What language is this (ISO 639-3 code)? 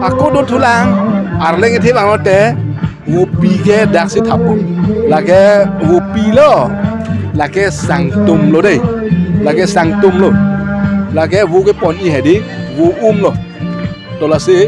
mjw